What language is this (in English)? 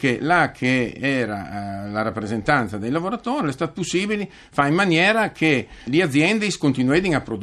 Friulian